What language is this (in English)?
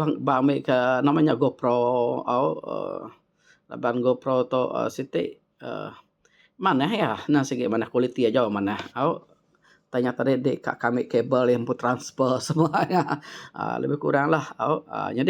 Iban